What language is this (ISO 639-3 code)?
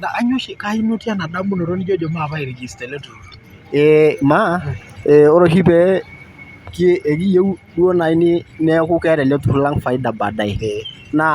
mas